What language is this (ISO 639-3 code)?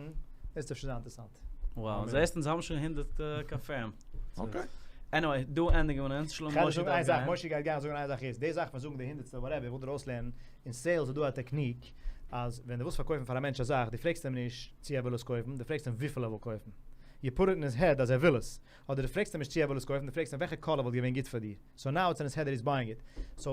yid